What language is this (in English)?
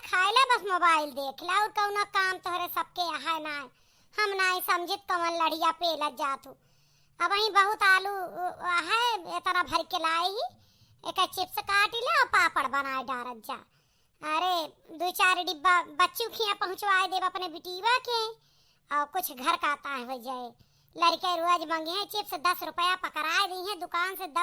Awadhi